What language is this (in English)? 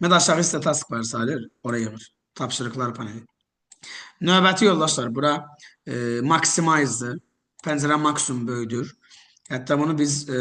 Azerbaijani